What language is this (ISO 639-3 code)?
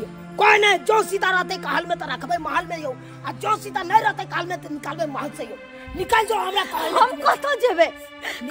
mai